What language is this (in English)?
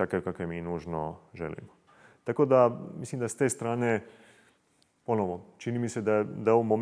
Croatian